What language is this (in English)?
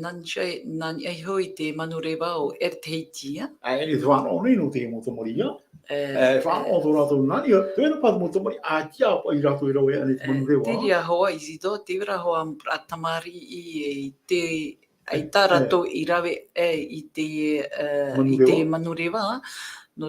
Tahitian